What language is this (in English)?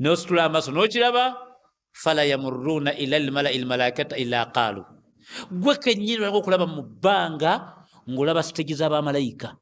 Ganda